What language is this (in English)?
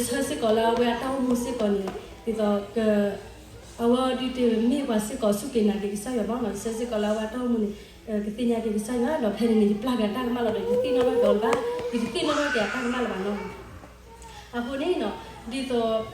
S'gaw Karen